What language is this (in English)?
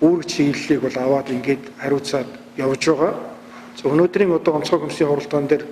Mongolian